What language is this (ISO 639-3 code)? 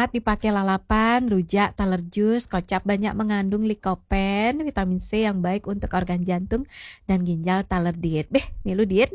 ban